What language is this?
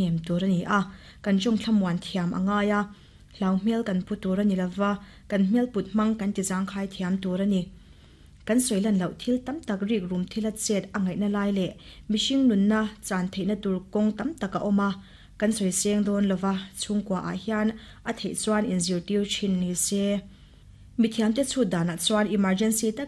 Mizo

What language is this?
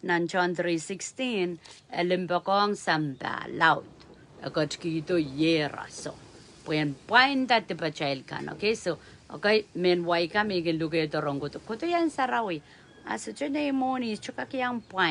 Pohnpeian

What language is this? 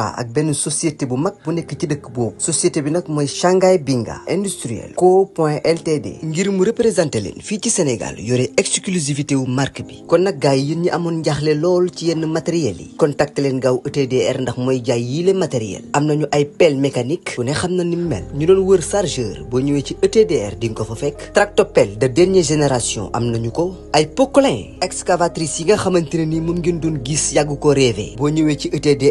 Wolof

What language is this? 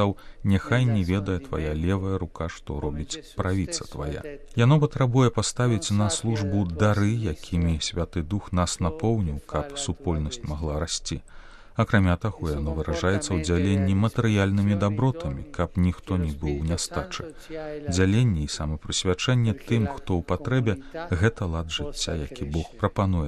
Belarusian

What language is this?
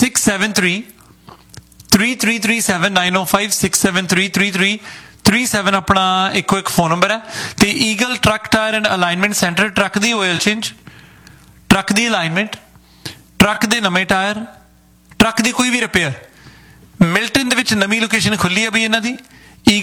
Punjabi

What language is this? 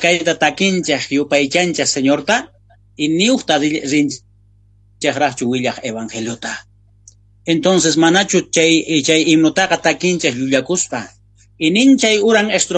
South Bolivian Quechua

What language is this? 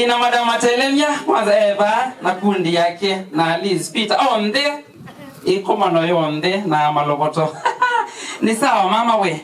Kamba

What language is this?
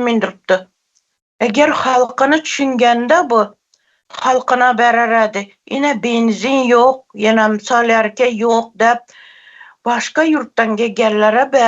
Turkmen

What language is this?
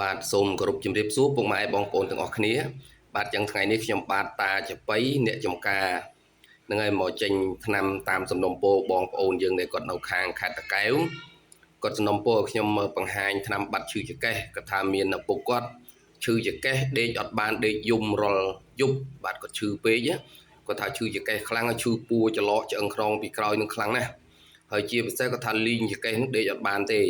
Khmer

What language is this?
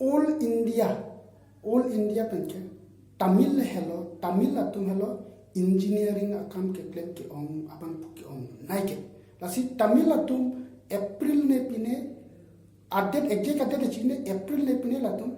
Karbi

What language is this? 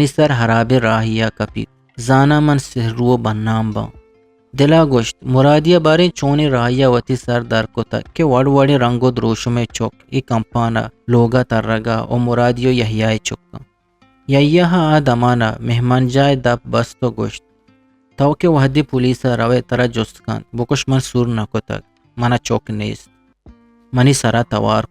Eastern Balochi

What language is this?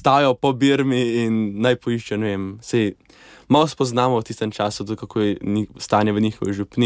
Slovenian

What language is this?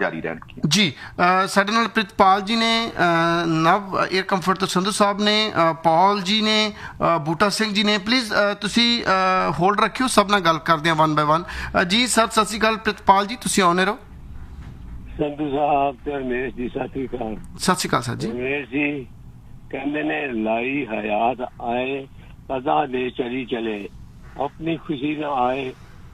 Punjabi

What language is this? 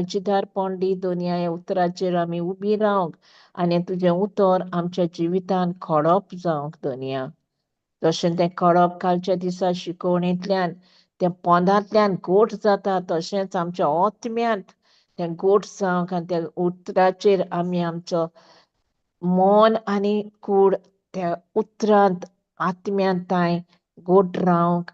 Konkani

